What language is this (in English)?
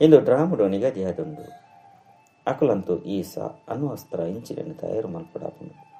Tulu